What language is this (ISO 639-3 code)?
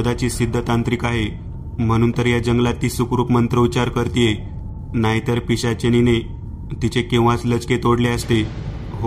mar